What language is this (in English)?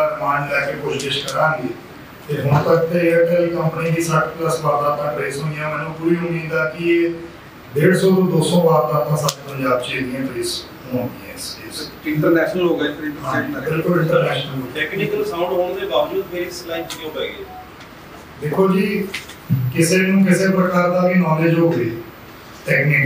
Punjabi